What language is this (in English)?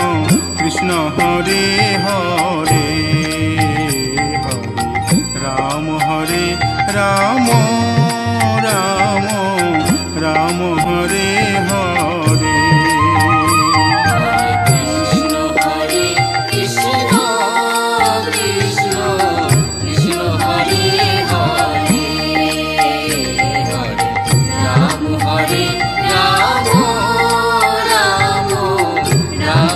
Bangla